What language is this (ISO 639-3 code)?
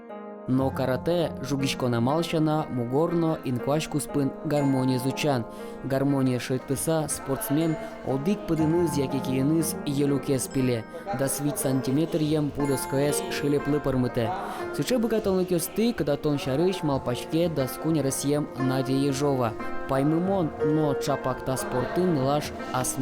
udm